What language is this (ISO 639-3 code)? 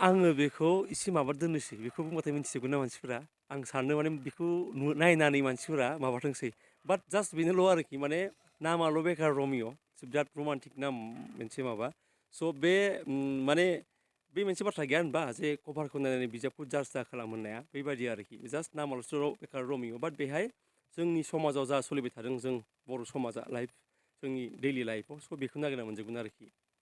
brx